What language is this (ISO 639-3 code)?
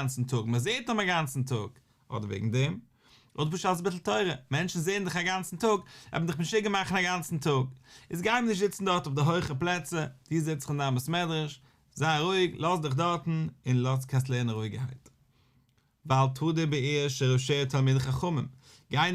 yid